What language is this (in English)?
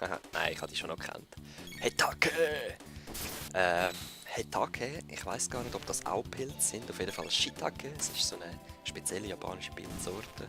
Swiss German